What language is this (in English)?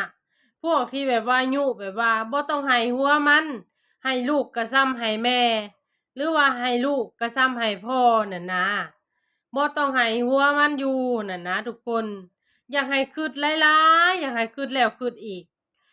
Lao